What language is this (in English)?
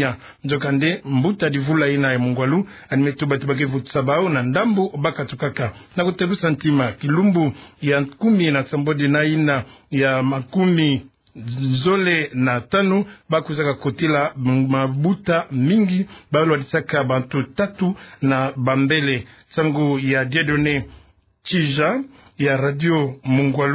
Kituba (Democratic Republic of Congo)